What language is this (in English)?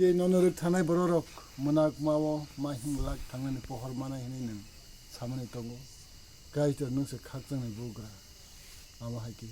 Kok Borok